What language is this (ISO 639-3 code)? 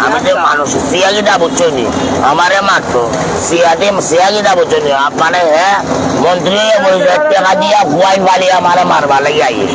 syl